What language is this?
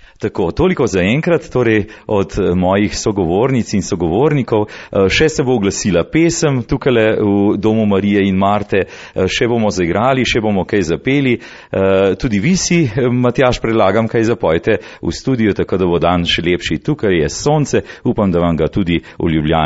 Slovenian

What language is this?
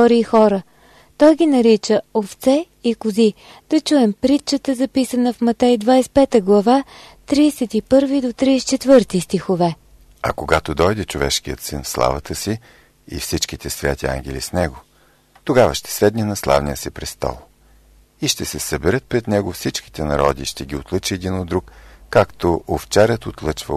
Bulgarian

